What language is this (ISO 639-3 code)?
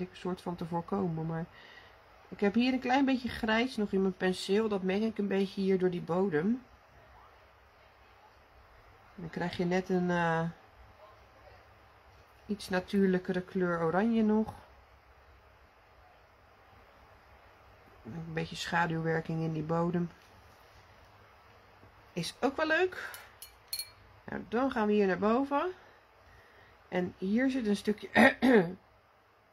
nld